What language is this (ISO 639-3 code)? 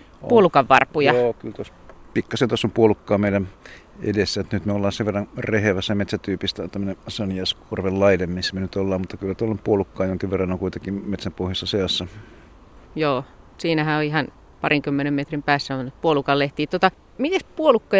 fin